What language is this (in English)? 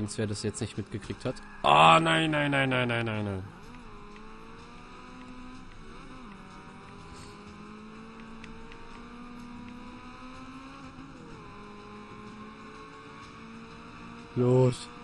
German